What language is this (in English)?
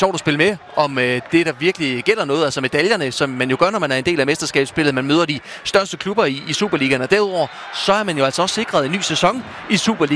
Danish